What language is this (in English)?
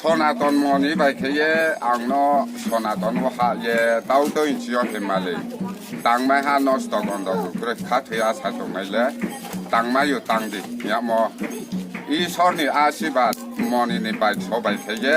Riang (India)